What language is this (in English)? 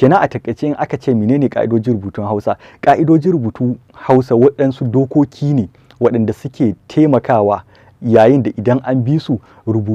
Hausa